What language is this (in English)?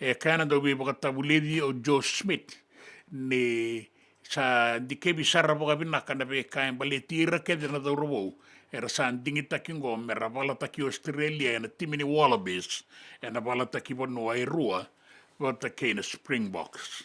Fijian